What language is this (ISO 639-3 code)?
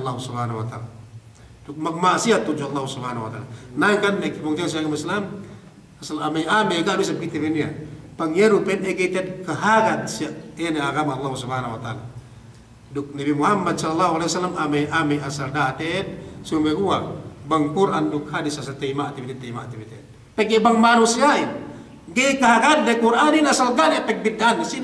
yka